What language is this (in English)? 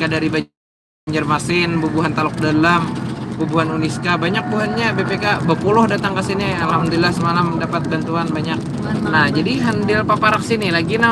Banjar